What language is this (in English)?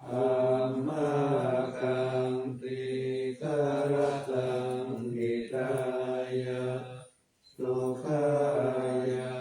Pali